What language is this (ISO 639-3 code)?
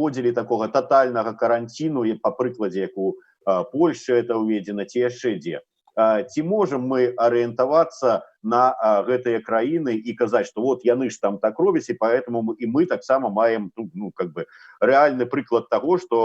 bel